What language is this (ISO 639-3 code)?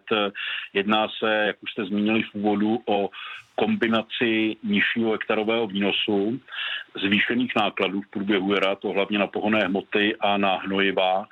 ces